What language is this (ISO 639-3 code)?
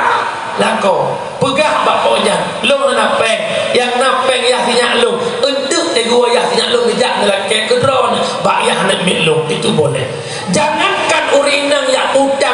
ace